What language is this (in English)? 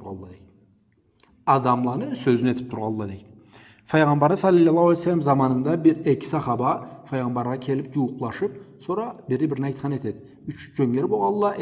Karachay-Balkar